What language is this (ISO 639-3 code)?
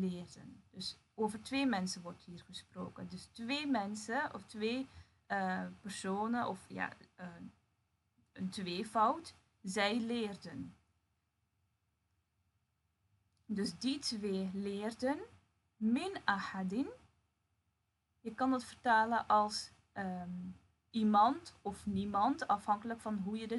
nld